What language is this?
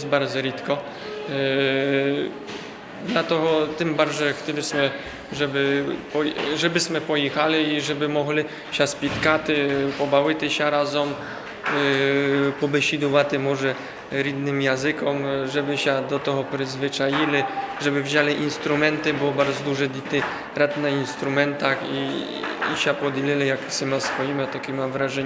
Rusyn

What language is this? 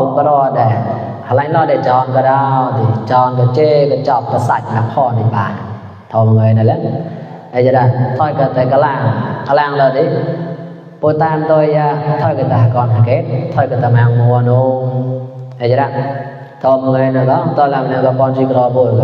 Mon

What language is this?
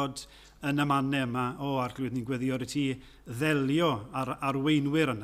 Welsh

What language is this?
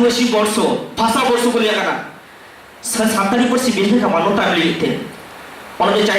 Santali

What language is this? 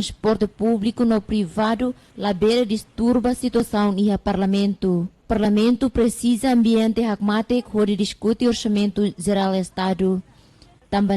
Tetum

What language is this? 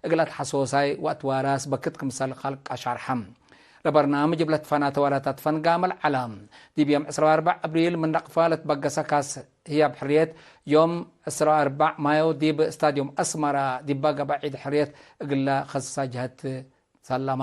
Tigre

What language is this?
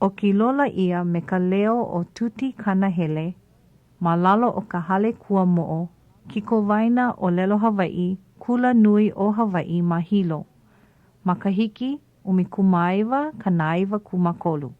Hawaiian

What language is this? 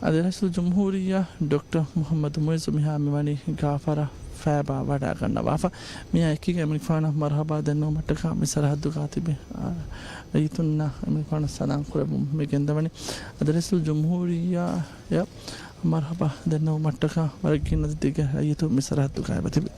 Divehi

